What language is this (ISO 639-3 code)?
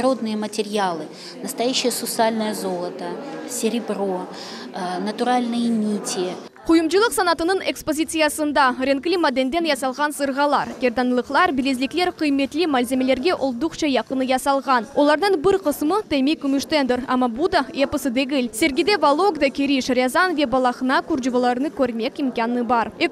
crh